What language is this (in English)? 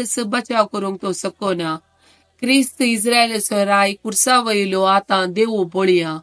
Konkani